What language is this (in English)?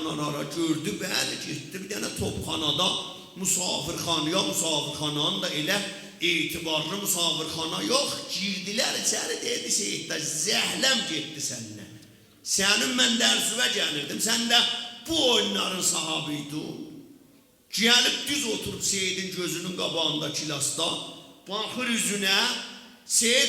South Azerbaijani